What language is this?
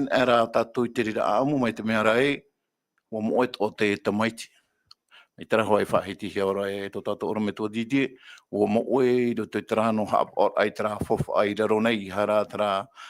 Tahitian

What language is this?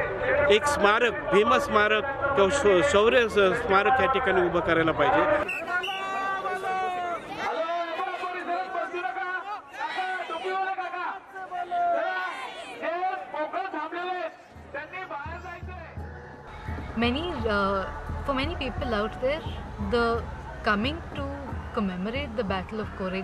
Marathi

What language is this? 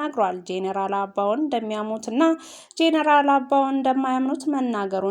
Amharic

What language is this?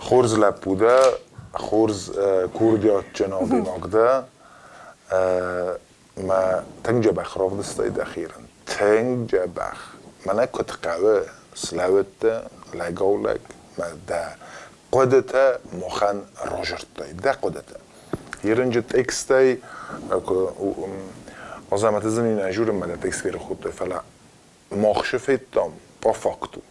Ossetic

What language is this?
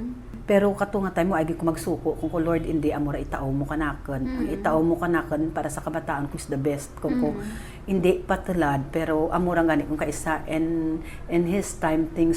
Hiligaynon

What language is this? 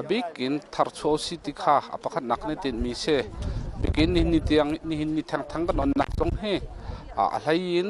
Hakha Chin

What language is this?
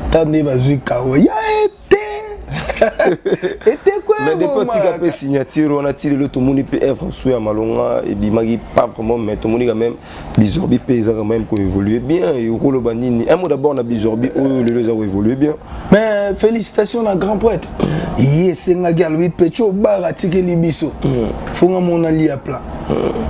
Lingala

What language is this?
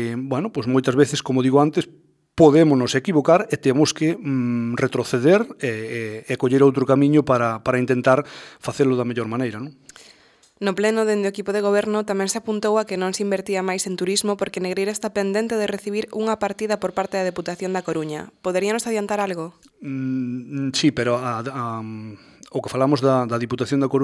Galician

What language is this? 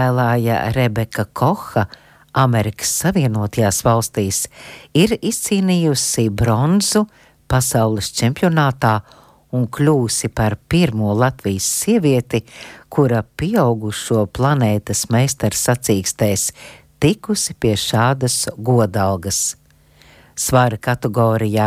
Latvian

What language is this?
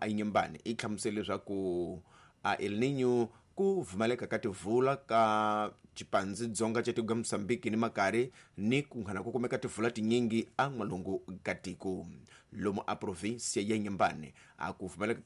Tsonga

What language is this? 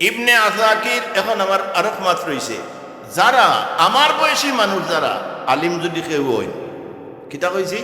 Sylheti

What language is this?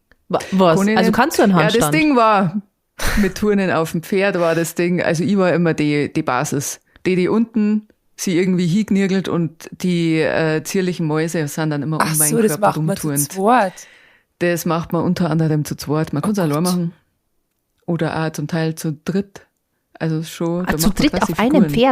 Bavarian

